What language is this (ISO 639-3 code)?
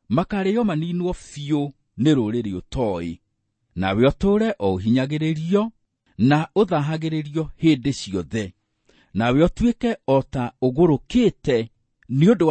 kik